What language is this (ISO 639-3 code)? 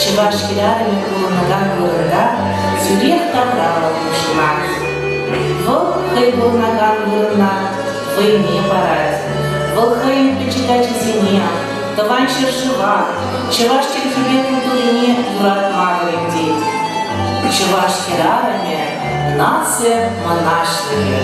chv